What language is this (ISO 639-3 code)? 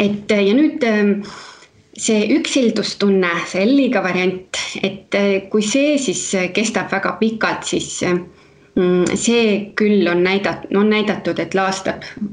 est